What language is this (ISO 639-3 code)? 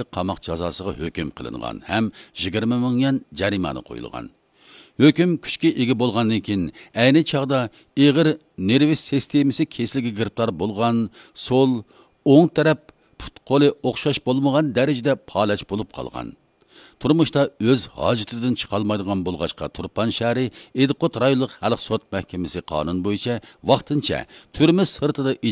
uig